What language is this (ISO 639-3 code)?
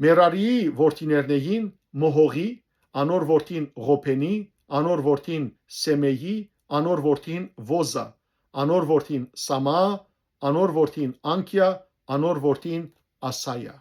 hyw